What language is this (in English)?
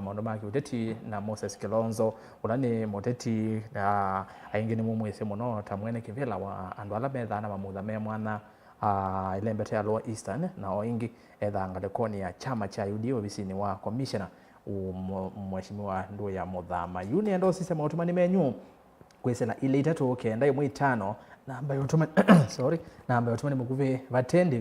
Kamba